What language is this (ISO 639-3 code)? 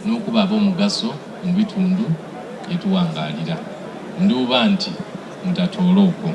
xog